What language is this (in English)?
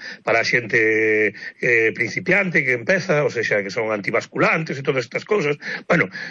Galician